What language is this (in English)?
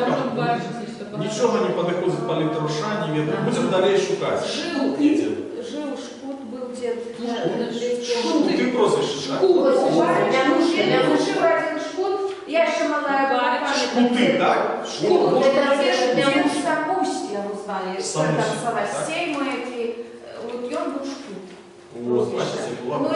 Belarusian